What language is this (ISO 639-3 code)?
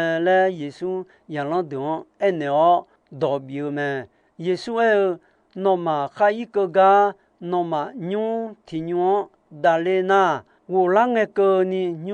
ahk